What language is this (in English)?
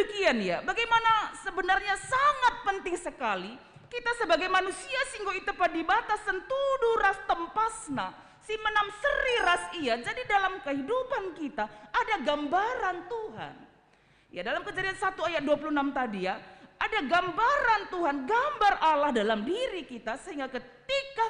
Batak Karo